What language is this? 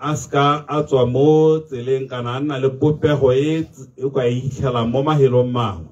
Tswana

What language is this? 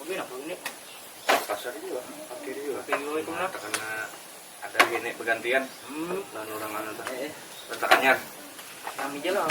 Banjar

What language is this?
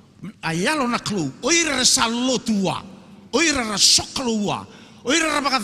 Fijian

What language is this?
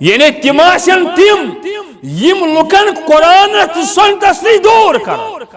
Kashmiri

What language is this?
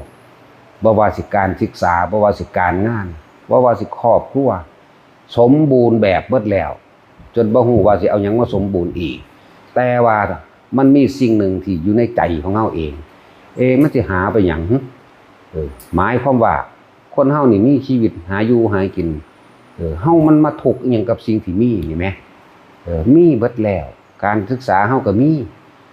Lao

